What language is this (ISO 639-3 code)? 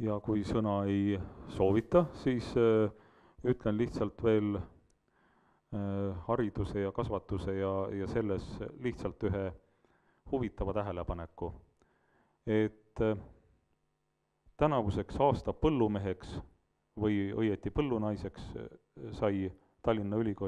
est